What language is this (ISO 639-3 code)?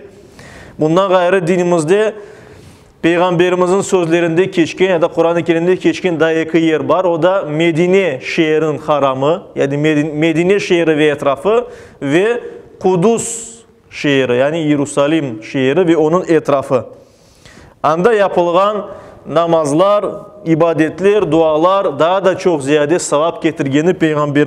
crh